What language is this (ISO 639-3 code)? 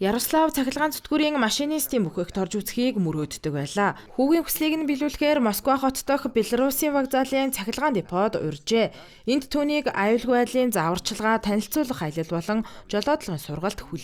mon